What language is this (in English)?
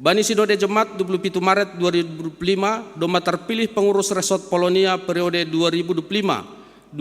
Batak Simalungun